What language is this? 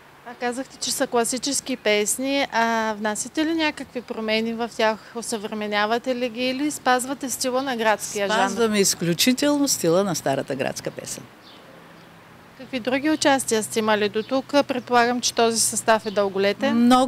Bulgarian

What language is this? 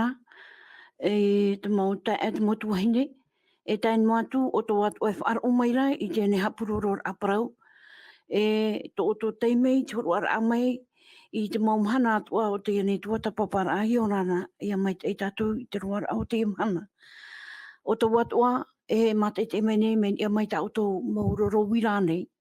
Tahitian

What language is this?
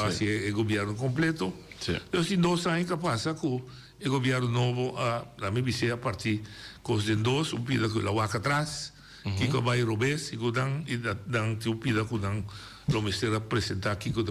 Papiamento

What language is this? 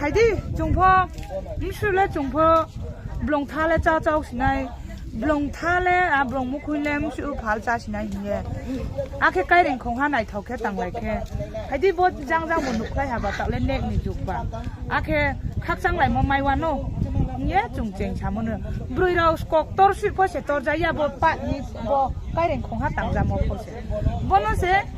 Riang (India)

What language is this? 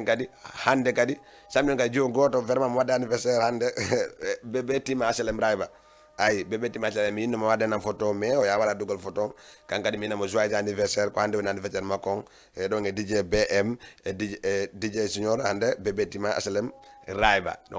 Fula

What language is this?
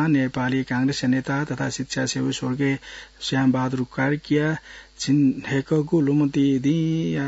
Newari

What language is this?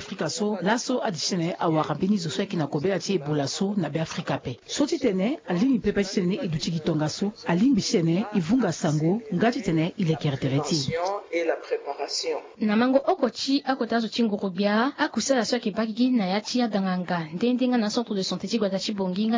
Sango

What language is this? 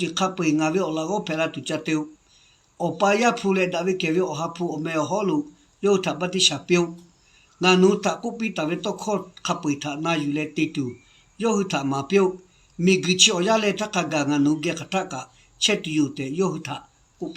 Lahu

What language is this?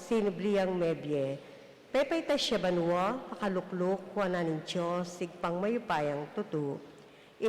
Pampanga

